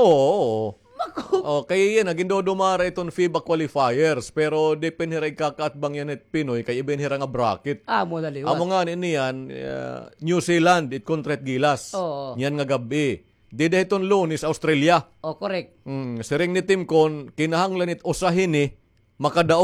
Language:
Waray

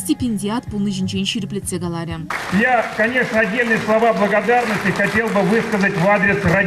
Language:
Chuvash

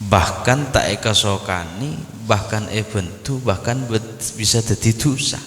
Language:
Madurese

